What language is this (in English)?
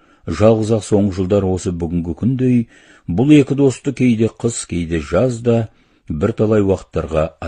Kazakh